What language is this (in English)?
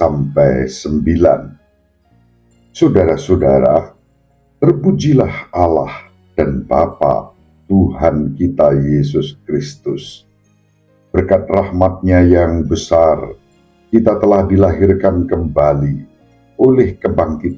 Indonesian